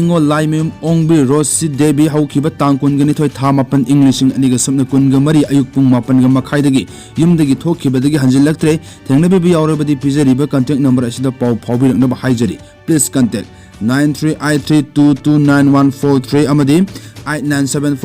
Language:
Manipuri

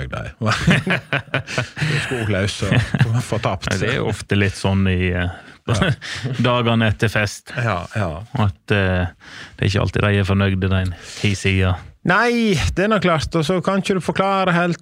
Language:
Norwegian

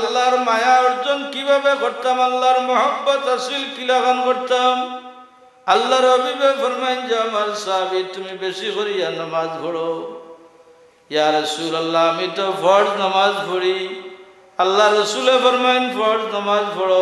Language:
Sylheti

